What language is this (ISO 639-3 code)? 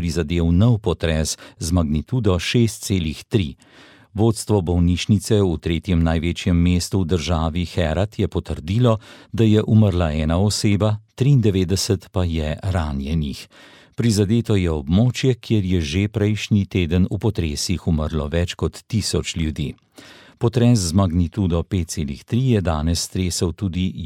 slv